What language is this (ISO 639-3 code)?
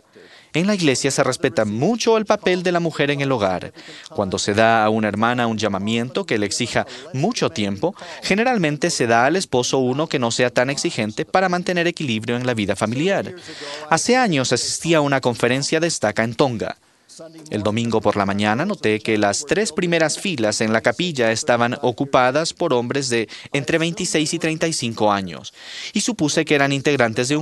spa